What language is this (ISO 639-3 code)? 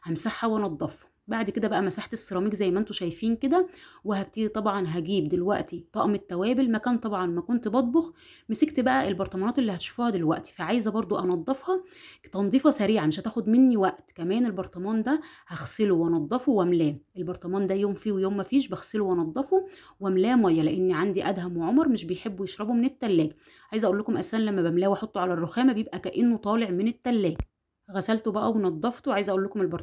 arz